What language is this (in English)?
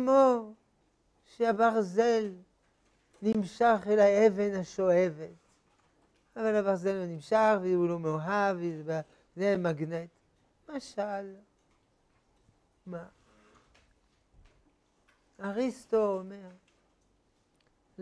Hebrew